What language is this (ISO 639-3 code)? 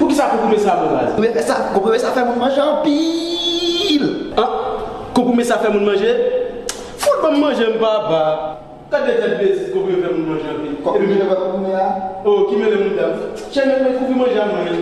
hat